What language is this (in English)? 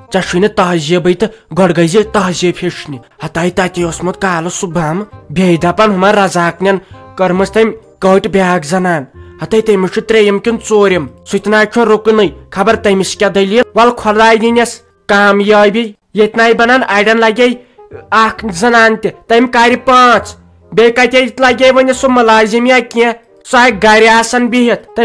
Kashmiri